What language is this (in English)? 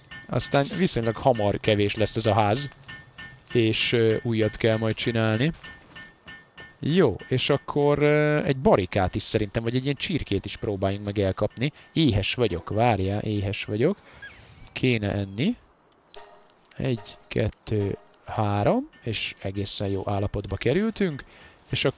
Hungarian